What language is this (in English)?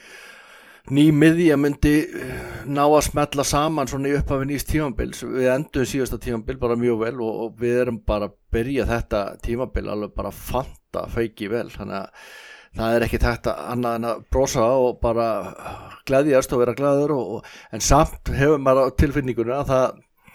Icelandic